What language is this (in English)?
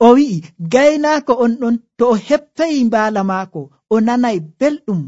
Nigerian Fulfulde